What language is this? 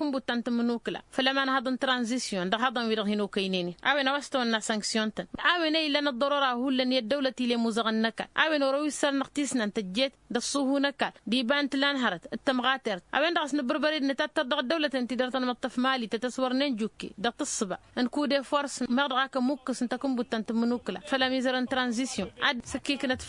Tamasheq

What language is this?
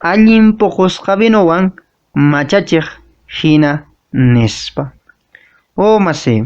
Quechua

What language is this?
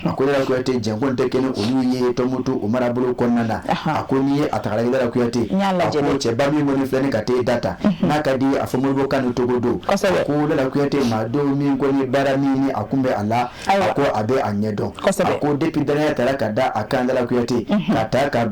Bambara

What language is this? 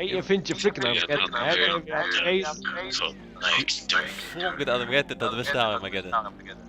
Faroese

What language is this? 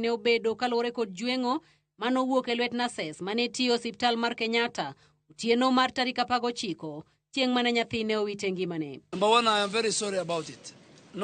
Luo (Kenya and Tanzania)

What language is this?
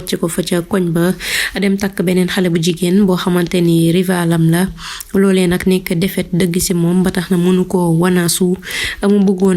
Wolof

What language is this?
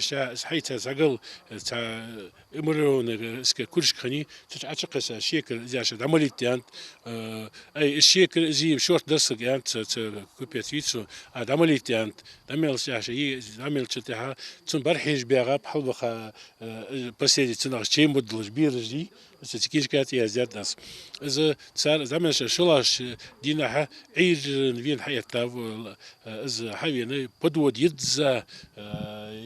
Ingush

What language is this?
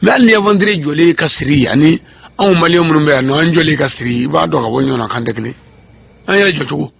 Bambara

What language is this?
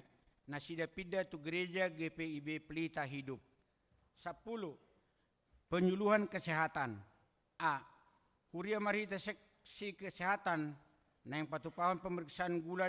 Batak Toba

